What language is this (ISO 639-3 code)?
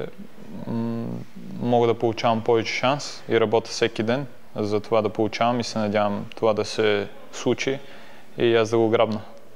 bul